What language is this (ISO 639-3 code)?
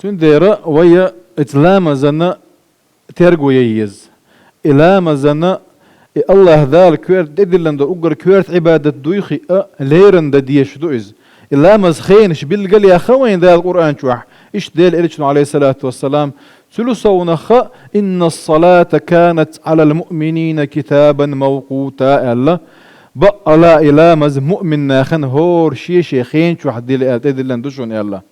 che